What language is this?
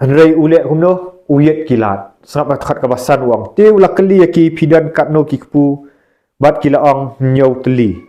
Khasi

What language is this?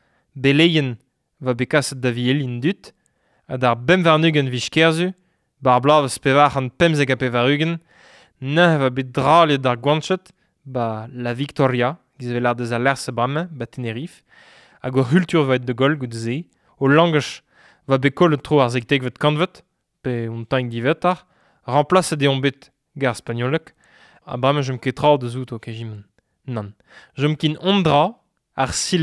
Breton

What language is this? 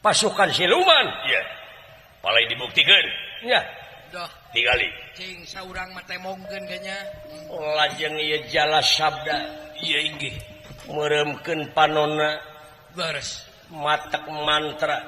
Sundanese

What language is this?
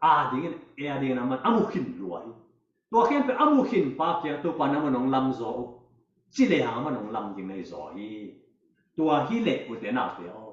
Tedim Chin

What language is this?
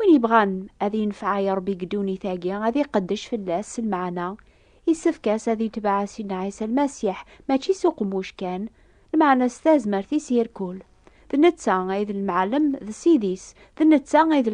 Kabyle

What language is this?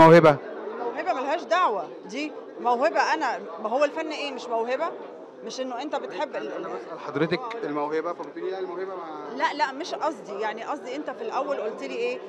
Egyptian Arabic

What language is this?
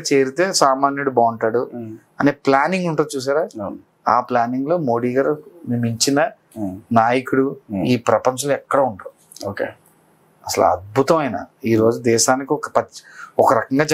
Telugu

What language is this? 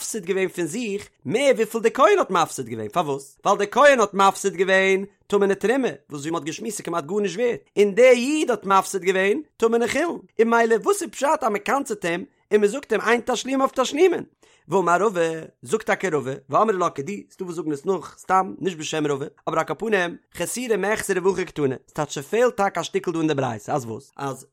Yiddish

